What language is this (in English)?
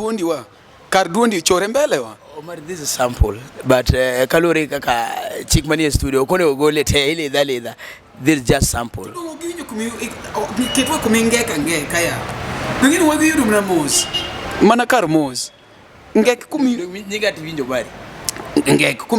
Luo (Kenya and Tanzania)